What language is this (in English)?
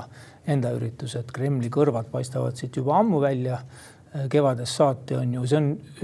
Estonian